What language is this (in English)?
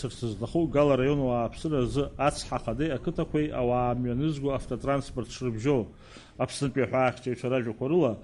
Abkhazian